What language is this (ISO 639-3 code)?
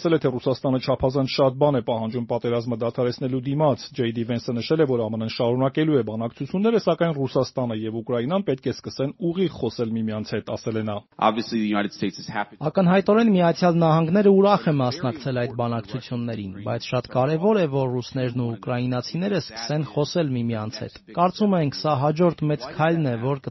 hye